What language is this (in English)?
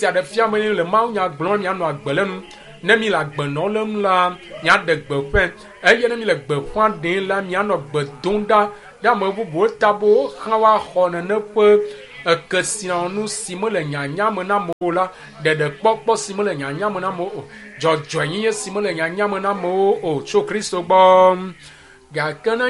Ewe